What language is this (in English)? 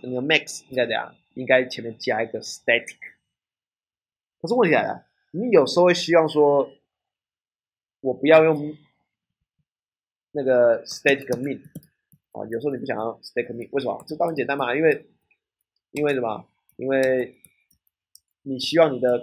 Chinese